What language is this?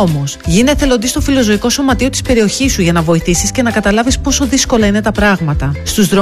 Greek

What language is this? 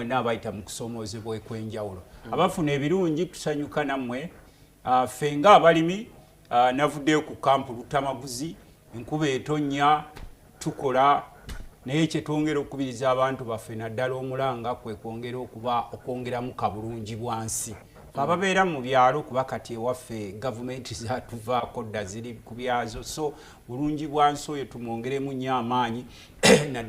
Ganda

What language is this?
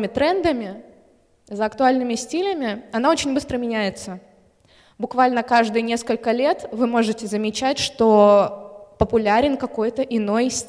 Russian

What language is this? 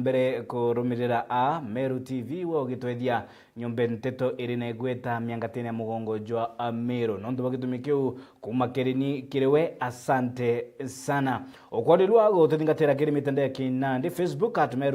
Meru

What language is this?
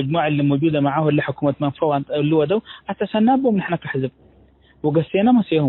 Tigre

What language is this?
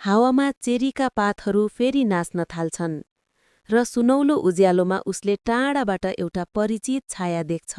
Nepali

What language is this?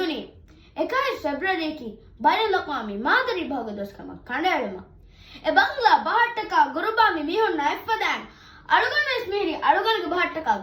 Divehi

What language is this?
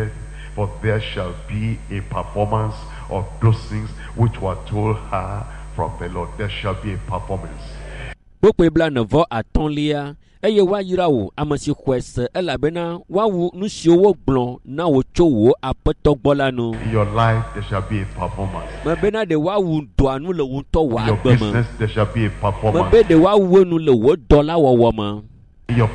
Ewe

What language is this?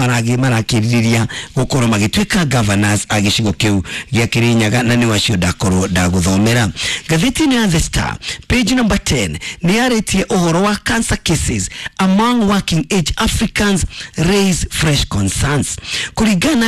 Kikuyu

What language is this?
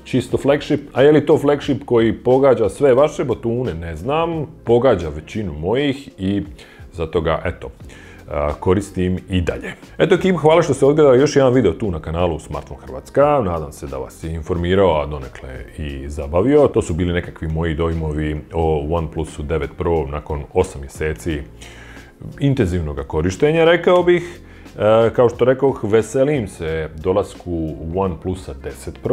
Croatian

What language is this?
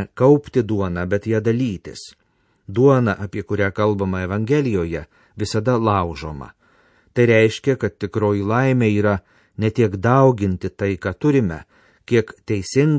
Lithuanian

